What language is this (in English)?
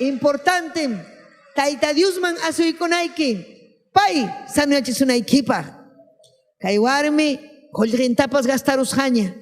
Ayacucho Quechua